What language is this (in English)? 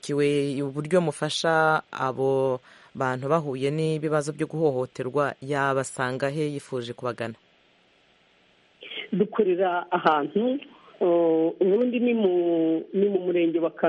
Kinyarwanda